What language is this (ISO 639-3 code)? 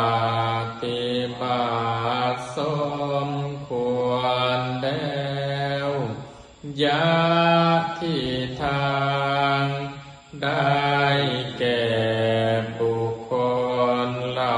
lao